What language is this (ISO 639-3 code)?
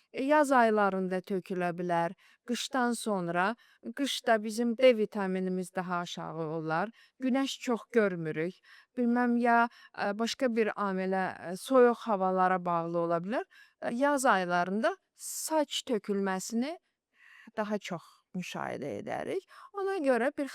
aze